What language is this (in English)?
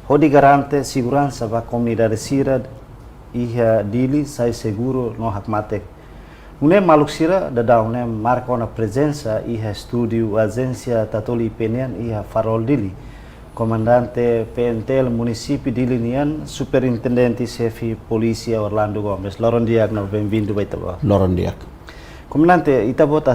Tetum